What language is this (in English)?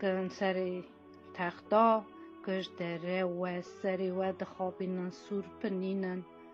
Kurdish